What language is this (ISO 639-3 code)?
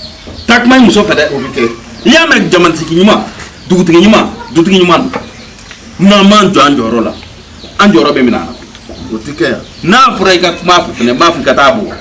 bam